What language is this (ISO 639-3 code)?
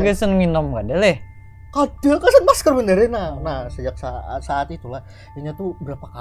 bjn